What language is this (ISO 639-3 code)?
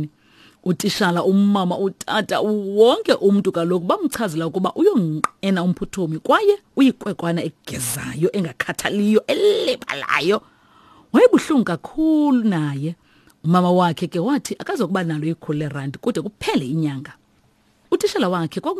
xho